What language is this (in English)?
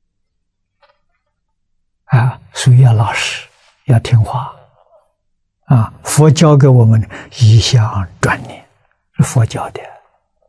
Chinese